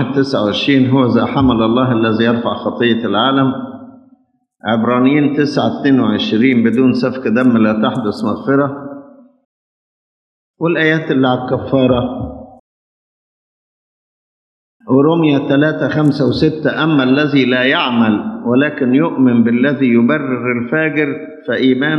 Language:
Egyptian Arabic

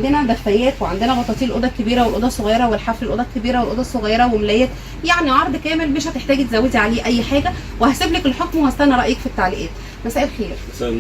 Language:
Egyptian Arabic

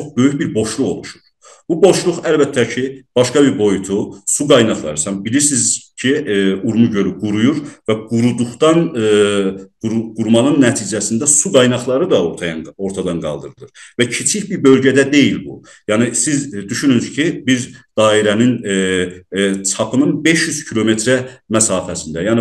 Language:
South Azerbaijani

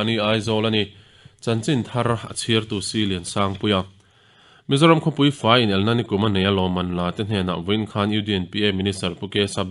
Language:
Mizo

